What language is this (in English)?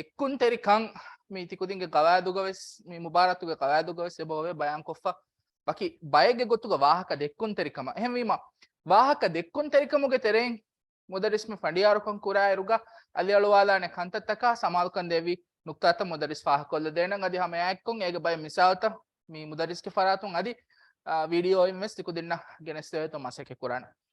Divehi